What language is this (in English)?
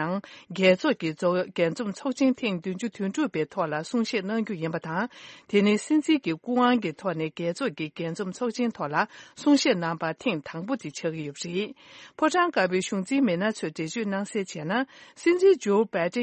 Tibetan